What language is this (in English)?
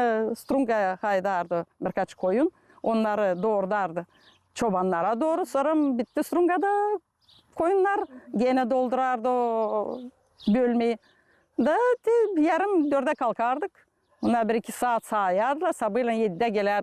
Gagauz